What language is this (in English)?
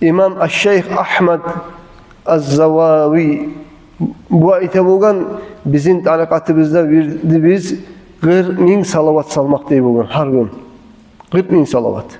Kumyk